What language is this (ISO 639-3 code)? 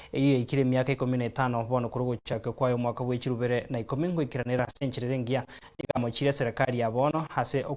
guz